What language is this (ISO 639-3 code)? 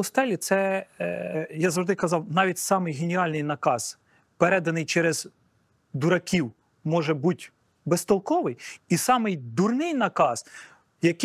ukr